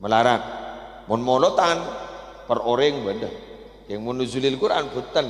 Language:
Madurese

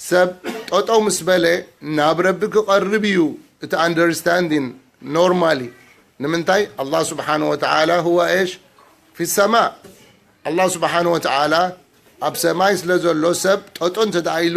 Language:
Tigrinya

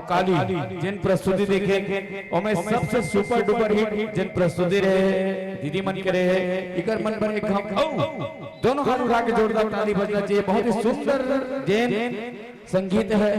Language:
Chhattisgarhi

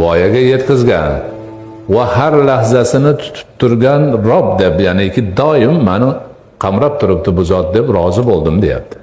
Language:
Uzbek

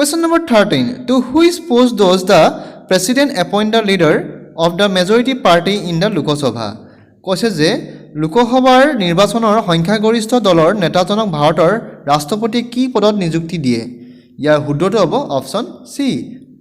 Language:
Assamese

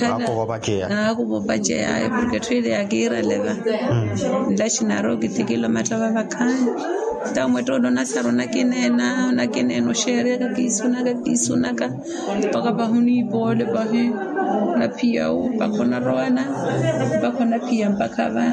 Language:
Makhuwa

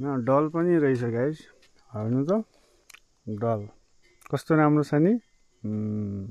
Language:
Nepali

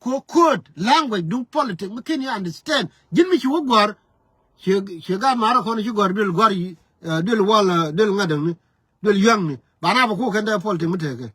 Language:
Nuer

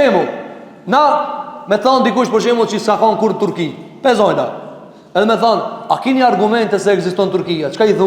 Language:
Albanian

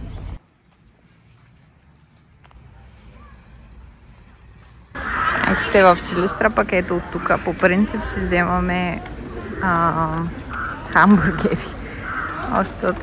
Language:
Bulgarian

